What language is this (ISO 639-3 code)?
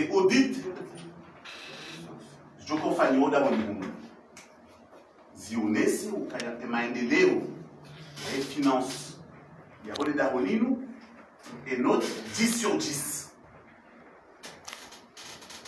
zdj